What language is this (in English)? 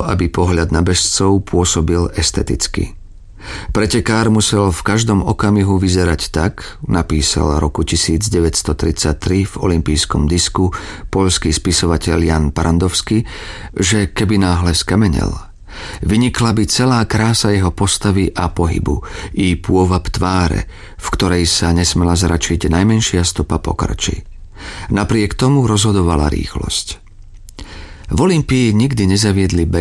Slovak